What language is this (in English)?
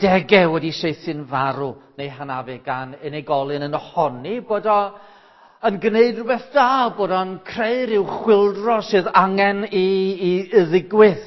Welsh